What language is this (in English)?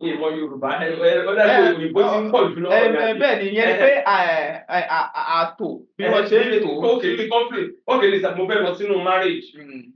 Yoruba